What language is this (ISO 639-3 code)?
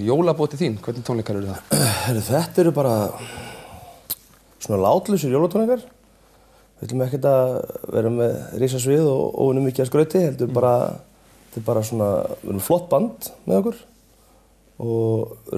isl